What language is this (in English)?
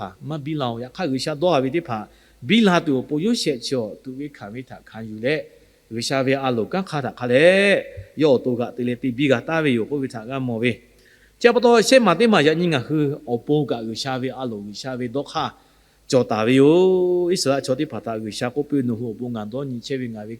Lahu